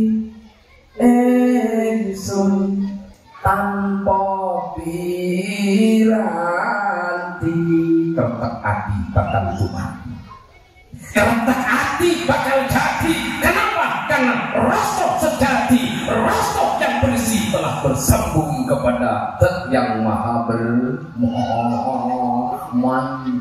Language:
Madurese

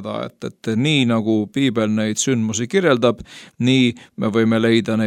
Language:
Estonian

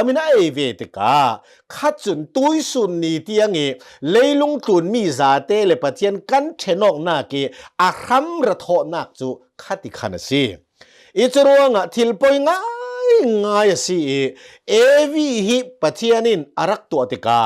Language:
Hakha Chin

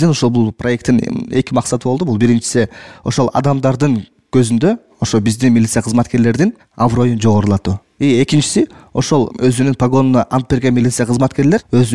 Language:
Kyrgyz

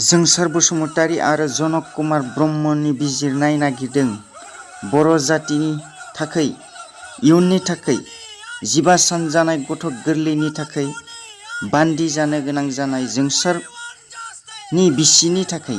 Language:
Bodo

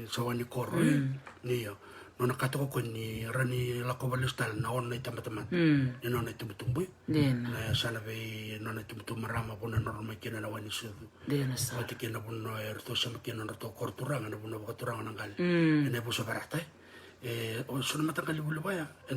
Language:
Fijian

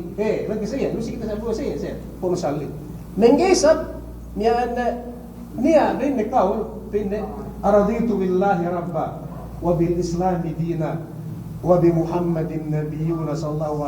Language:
Yakan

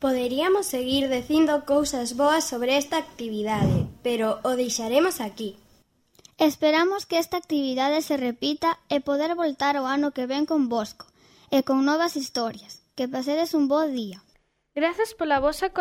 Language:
Galician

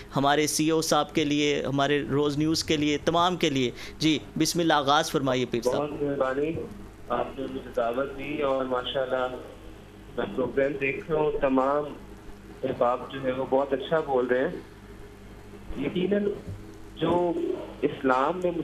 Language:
Urdu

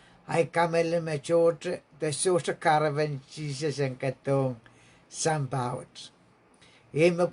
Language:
Pohnpeian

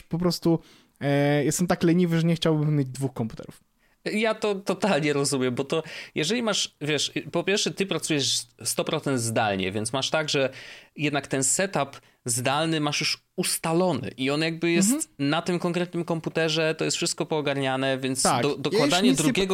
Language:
Polish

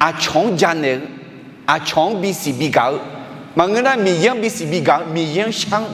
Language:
Akha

